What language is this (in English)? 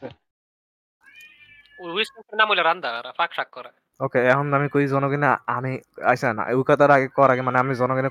Bangla